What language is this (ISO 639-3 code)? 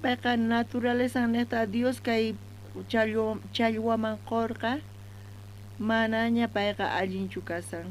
quh